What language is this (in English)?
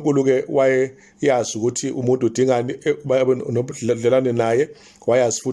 Zulu